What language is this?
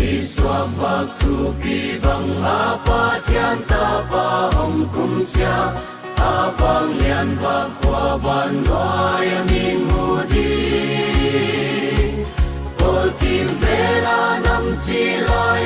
Tedim Chin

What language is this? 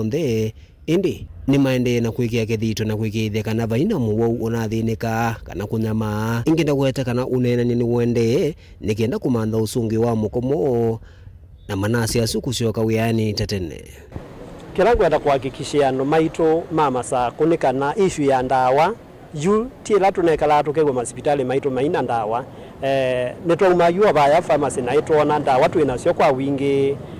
Kamba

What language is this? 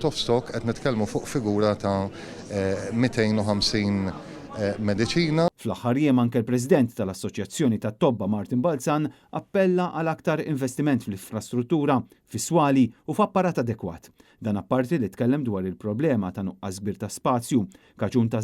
Maltese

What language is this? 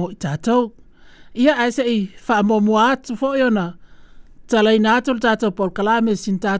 Samoan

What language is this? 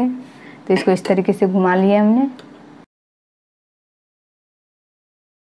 Hindi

